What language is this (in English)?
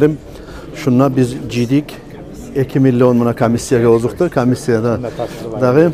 Kumyk